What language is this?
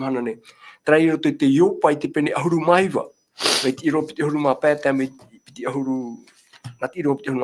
Tahitian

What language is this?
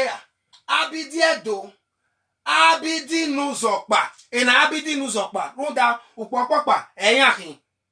Bini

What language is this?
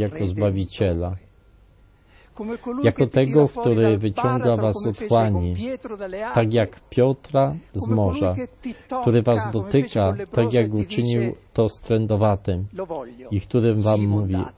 Polish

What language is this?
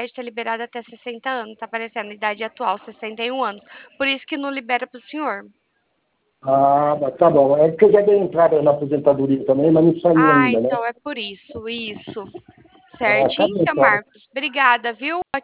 Portuguese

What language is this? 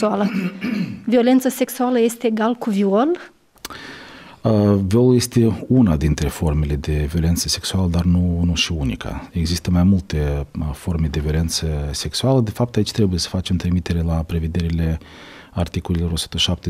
Romanian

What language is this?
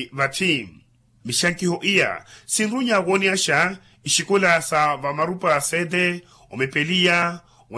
Makhuwa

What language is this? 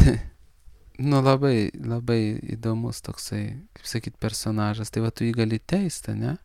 Lithuanian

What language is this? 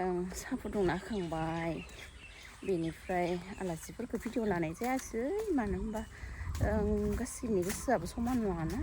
Bodo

